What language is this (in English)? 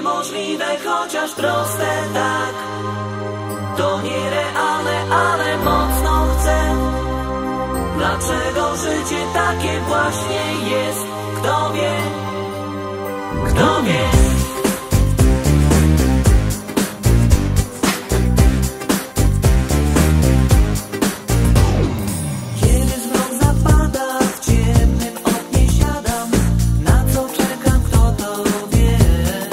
Polish